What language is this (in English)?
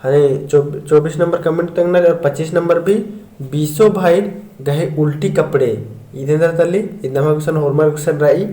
Kurukh